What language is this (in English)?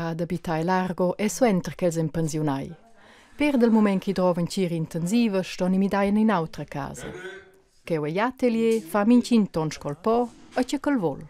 Romansh